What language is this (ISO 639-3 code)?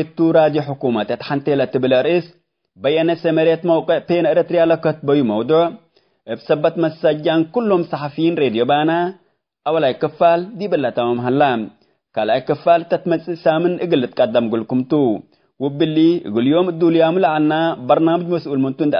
tig